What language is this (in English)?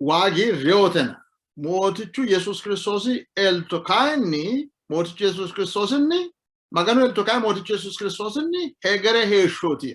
Sidamo